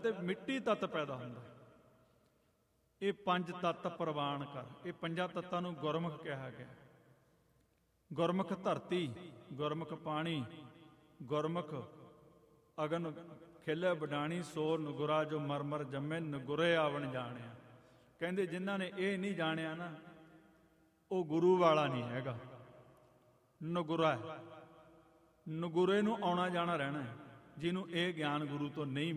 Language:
Punjabi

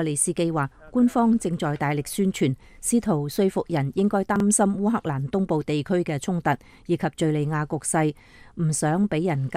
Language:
Cantonese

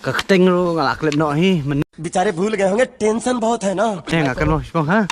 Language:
Khasi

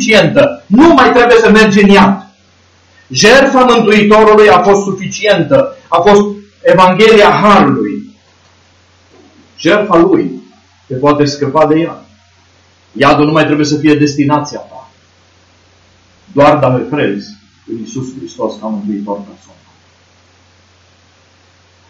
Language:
Romanian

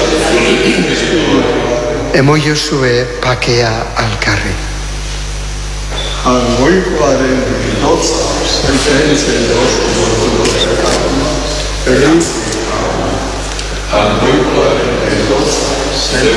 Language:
Basque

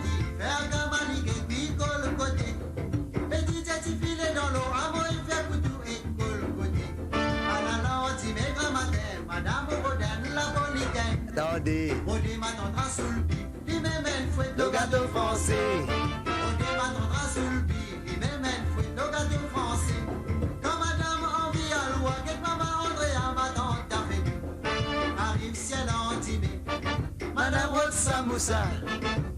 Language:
Morisyen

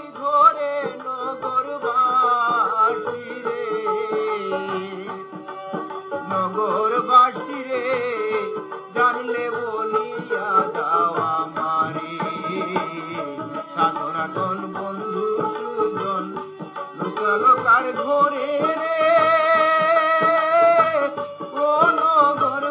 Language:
Bangla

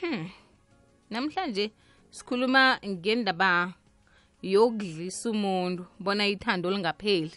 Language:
South Ndebele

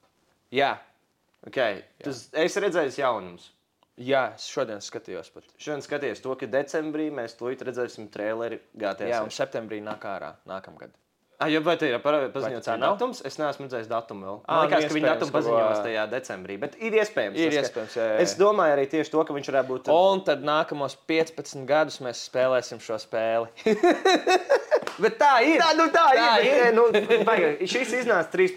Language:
Latvian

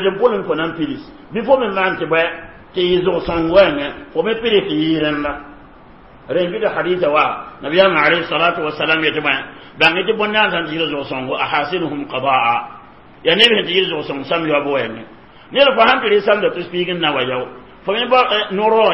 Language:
Mossi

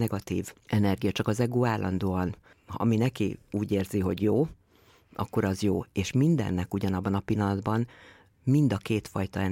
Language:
Hungarian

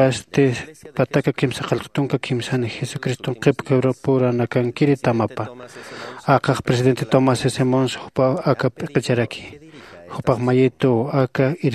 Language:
Aymara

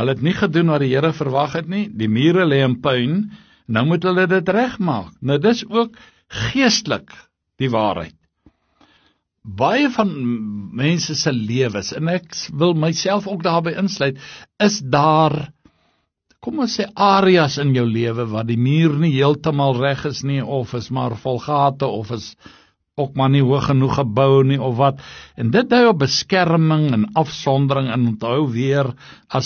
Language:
Afrikaans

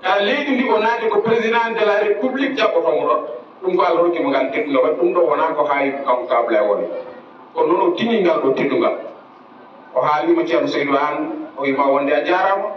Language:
Fula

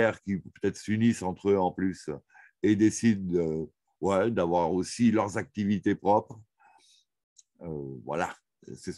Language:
French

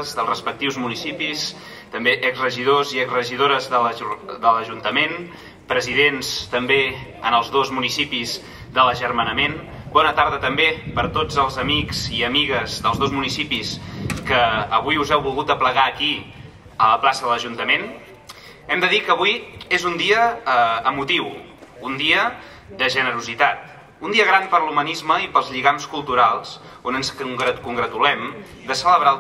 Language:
Catalan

